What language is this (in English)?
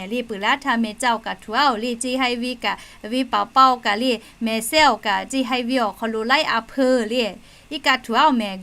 Lahu